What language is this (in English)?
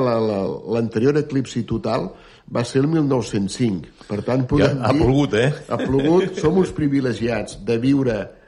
Catalan